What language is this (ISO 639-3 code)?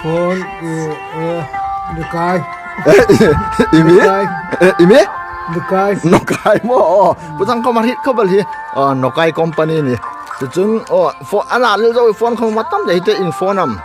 hmr